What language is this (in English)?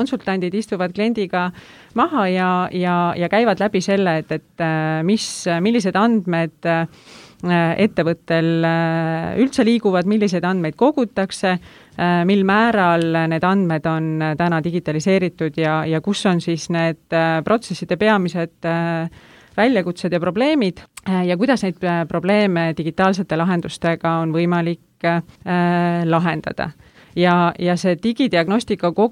Estonian